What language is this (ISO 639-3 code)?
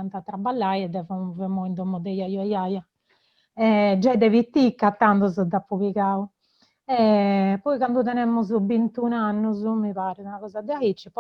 srd